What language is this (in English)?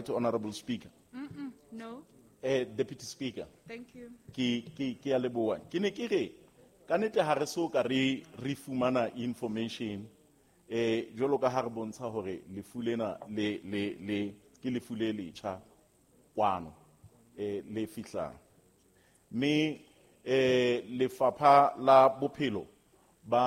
Southern Sotho